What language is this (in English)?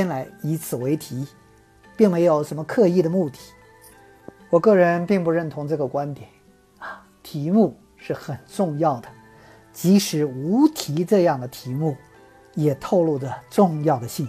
Chinese